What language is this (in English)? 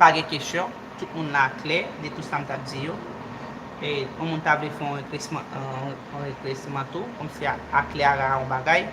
Haitian Creole